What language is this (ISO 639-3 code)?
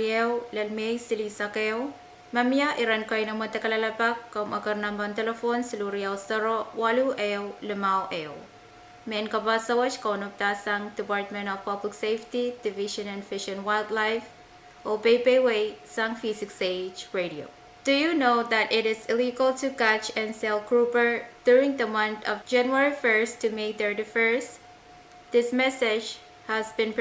pon